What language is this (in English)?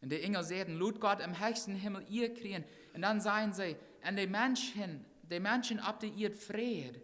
Plautdietsch